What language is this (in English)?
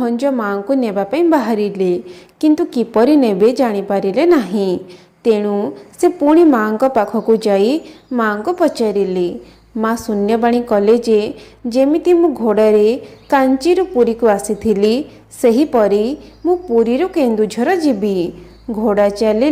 Odia